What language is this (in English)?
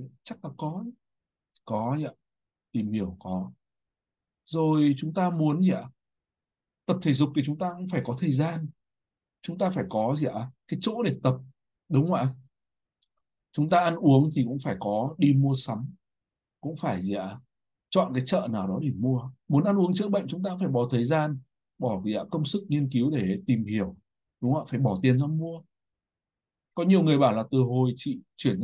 Vietnamese